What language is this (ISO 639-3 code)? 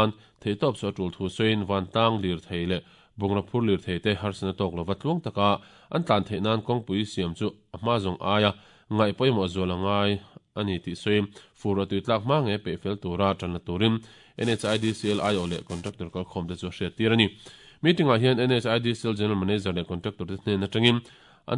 lus